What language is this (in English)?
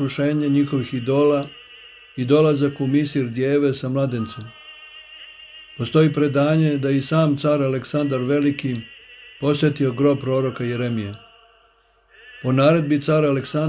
Serbian